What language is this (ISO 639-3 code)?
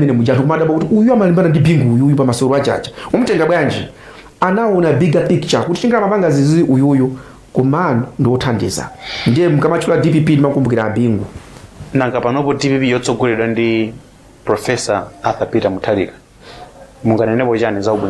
nya